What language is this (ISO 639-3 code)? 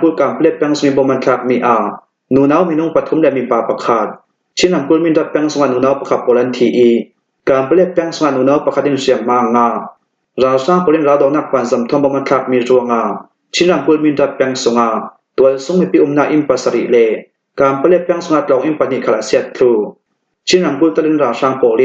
cfm